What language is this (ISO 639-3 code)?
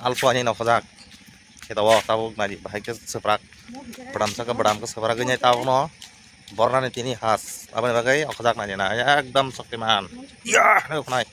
trp